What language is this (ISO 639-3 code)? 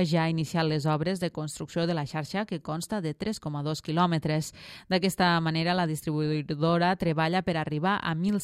cat